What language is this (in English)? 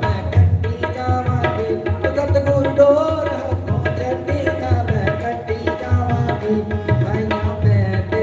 Dogri